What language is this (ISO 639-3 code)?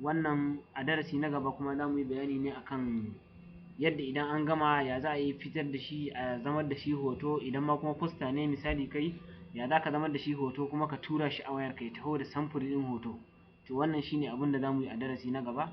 hau